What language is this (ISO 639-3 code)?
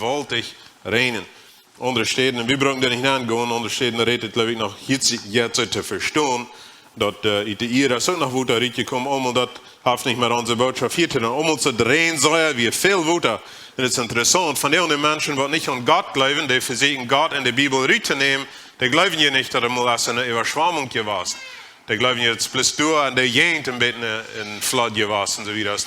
pdt